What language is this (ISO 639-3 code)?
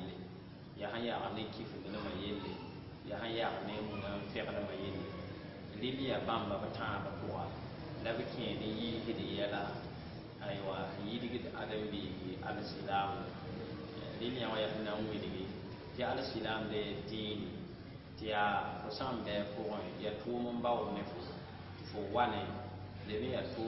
mos